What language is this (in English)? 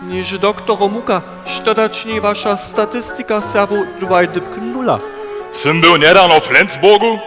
Upper Sorbian